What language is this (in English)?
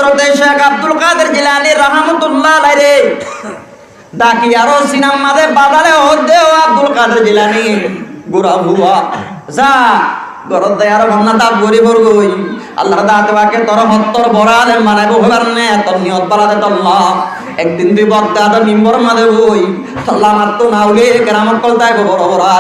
Rohingya